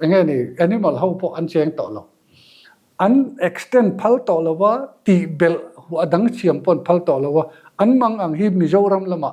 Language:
Mizo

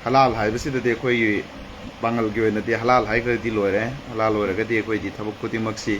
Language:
Manipuri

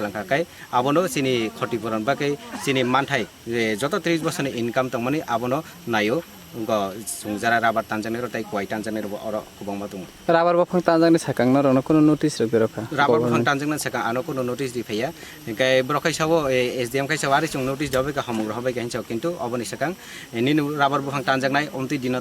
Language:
Kok Borok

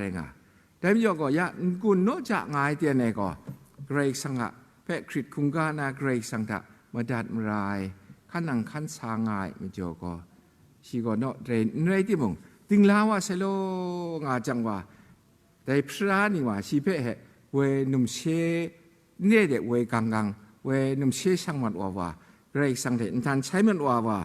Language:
Kachin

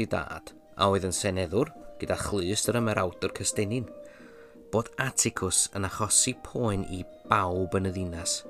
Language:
Welsh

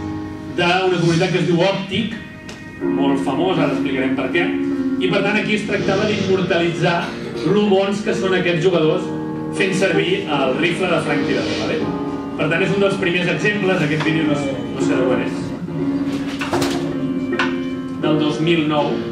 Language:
Catalan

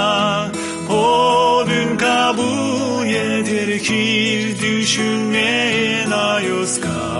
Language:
Gagauz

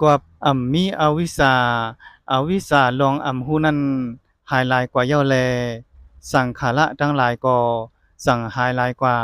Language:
Shan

